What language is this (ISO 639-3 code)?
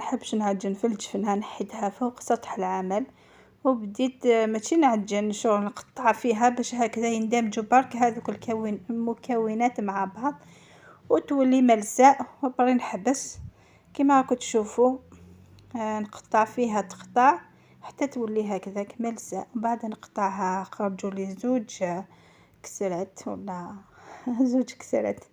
arq